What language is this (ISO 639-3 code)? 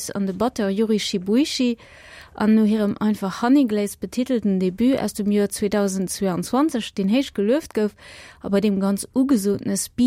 ltz